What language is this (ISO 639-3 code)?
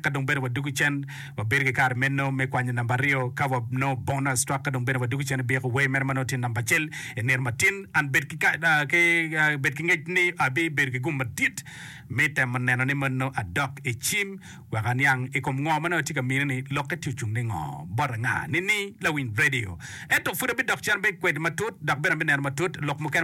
ach